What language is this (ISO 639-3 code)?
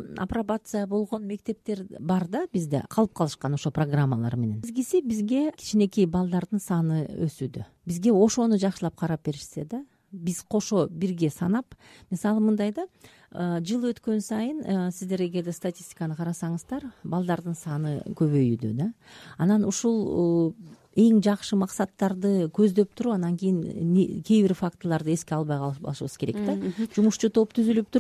kir